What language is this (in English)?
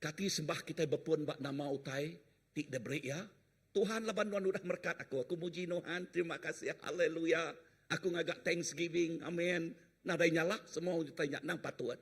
Iban